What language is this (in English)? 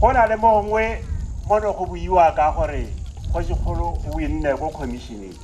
Tswana